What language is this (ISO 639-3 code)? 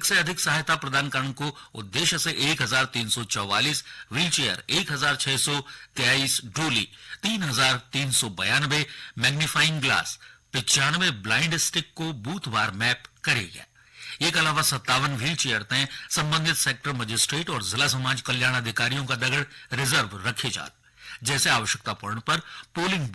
gbm